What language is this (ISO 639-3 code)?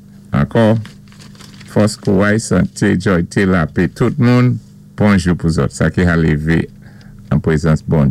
acf